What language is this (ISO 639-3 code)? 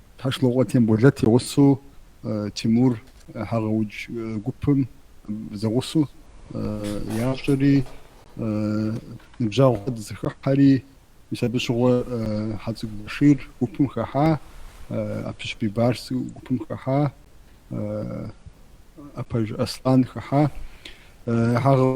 kbd